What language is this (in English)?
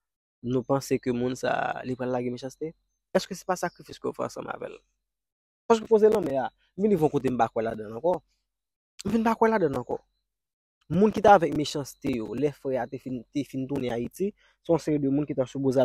Haitian Creole